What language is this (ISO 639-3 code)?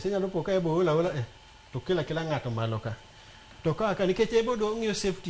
luo